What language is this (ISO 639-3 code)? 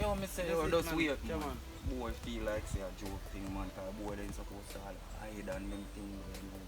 jam